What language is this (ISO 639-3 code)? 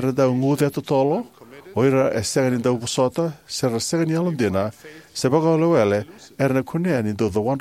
fij